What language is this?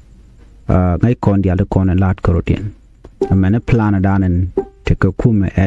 Nuer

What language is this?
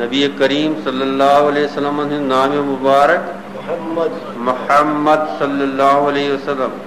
Kashmiri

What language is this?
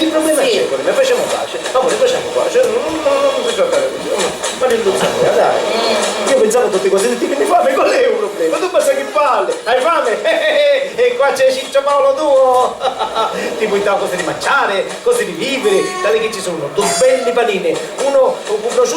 Sicilian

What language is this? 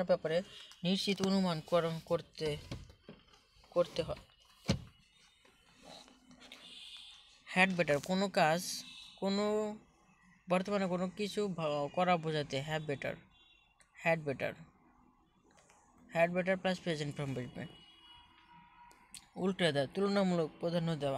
Bangla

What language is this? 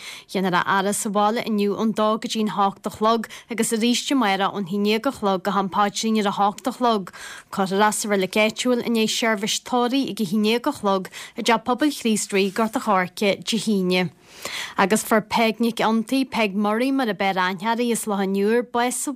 Irish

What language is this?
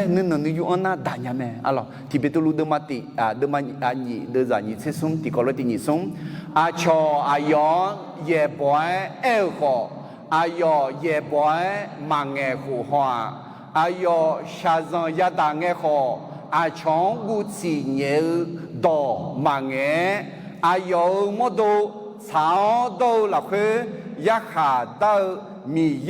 Akha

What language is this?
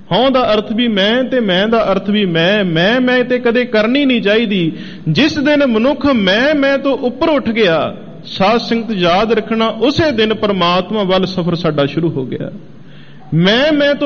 Punjabi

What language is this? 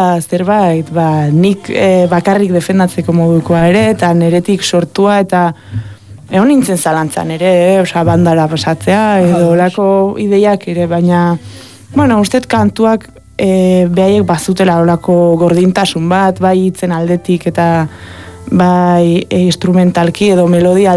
Basque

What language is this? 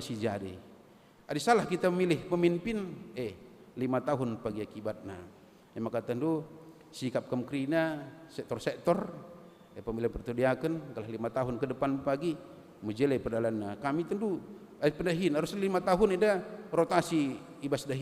Batak Karo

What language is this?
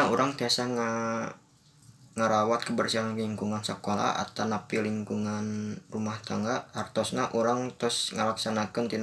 Sundanese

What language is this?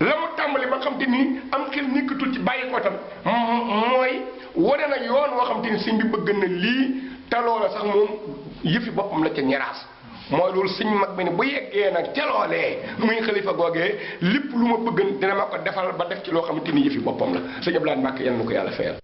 Wolof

